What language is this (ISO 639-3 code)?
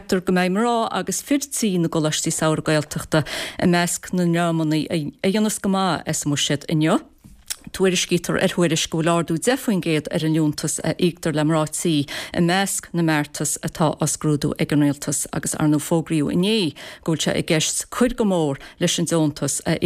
gle